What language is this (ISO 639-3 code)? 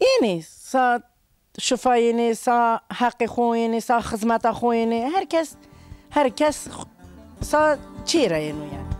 zza